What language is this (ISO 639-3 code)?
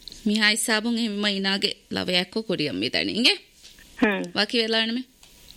div